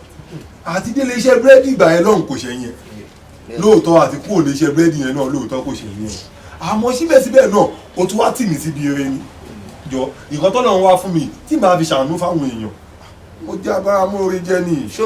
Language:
Yoruba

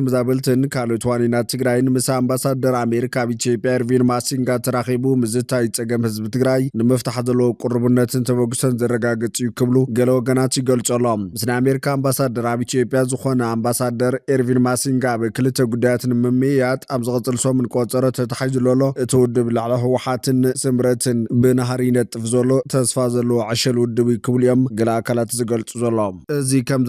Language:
Tigrinya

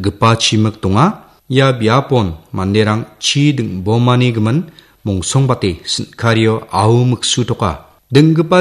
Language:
Garo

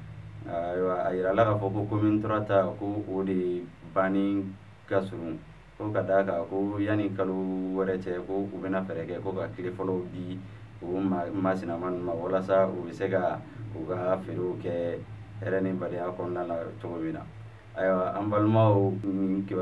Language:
Bambara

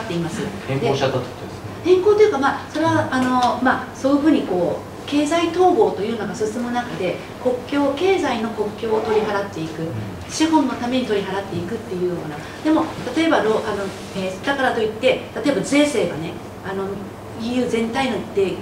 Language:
Japanese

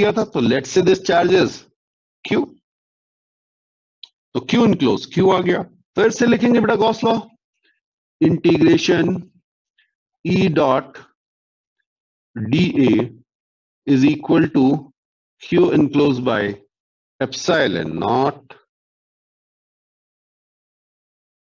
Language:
Hindi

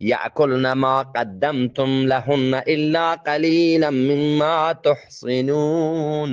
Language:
Eastern Balochi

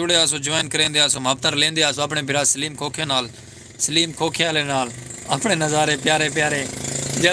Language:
Saraiki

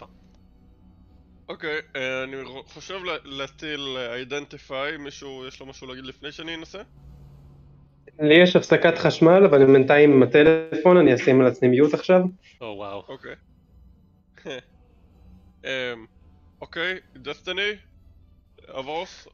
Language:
Hebrew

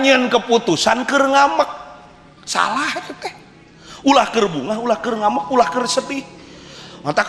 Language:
Sundanese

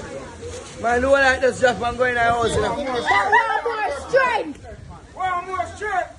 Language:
Jamaican Creole English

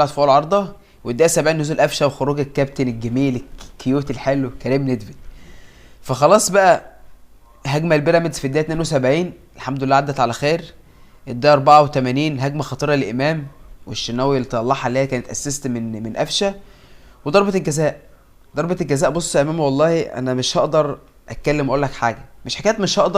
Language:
Egyptian Arabic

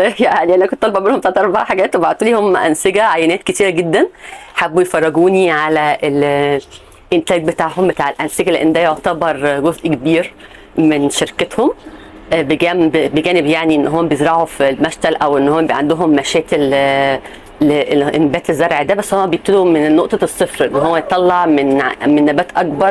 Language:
Egyptian Arabic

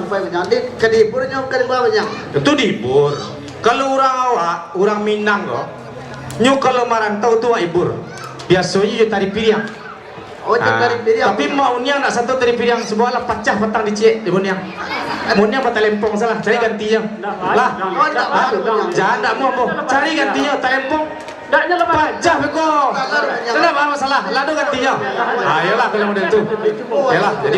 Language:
Minangkabau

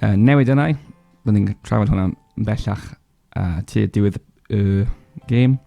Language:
Welsh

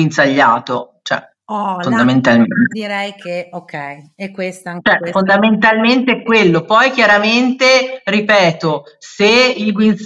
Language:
Italian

